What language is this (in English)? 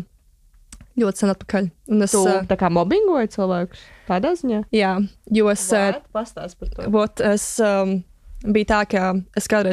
Latvian